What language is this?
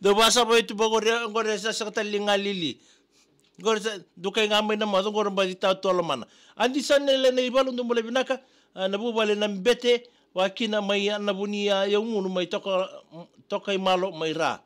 Fijian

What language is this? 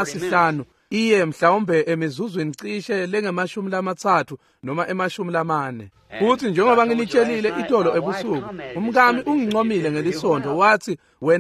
Swati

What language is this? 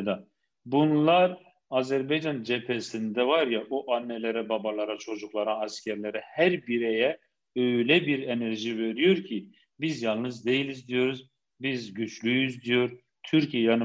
Turkish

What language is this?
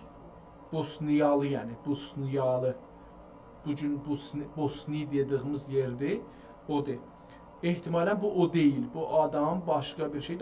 South Azerbaijani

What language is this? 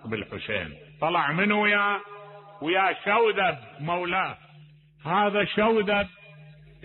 Mesopotamian Arabic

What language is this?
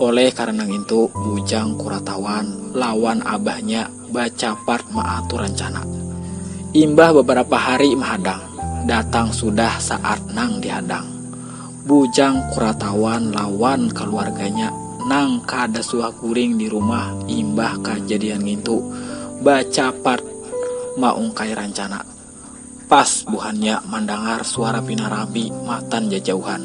Banjar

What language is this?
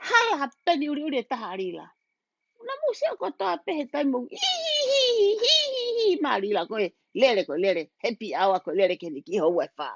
Tongan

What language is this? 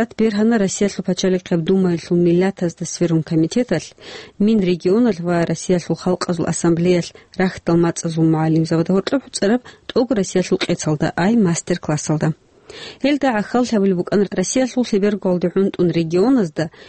Avaric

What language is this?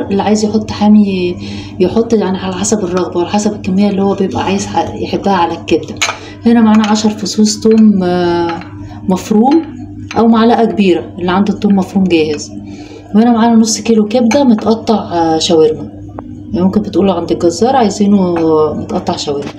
Egyptian Arabic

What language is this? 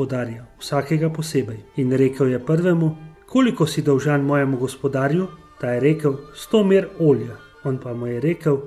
Slovenian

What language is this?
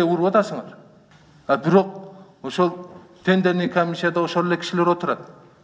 Kyrgyz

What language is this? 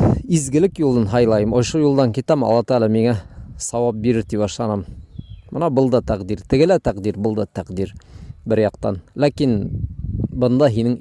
Bashkir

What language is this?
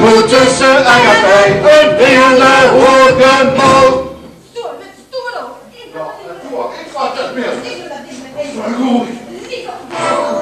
Limburgish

